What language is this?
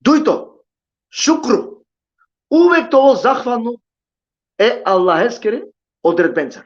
Balkan Romani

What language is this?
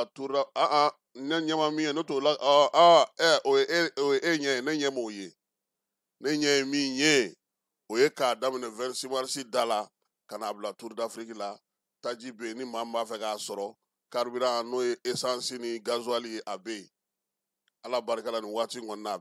Bambara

